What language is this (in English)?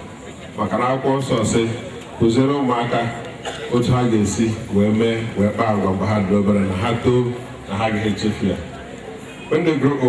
Igbo